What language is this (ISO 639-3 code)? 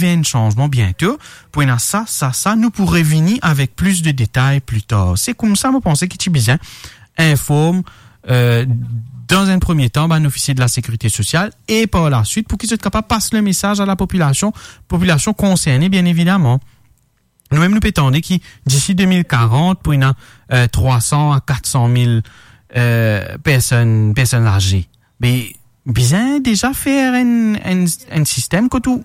mfe